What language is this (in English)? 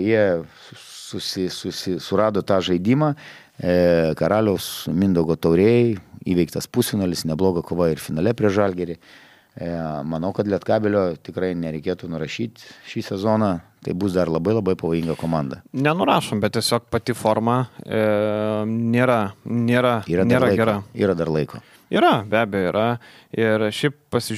Lithuanian